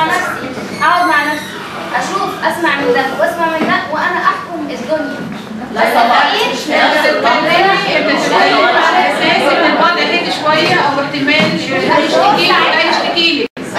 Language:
Egyptian Arabic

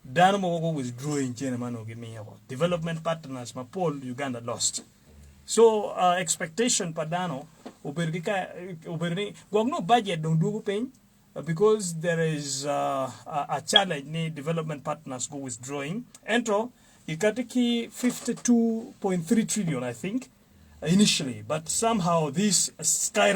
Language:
Acoli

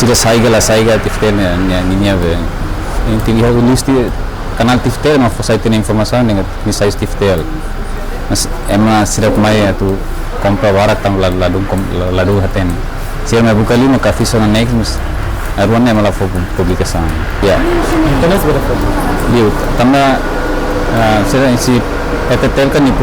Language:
Tetum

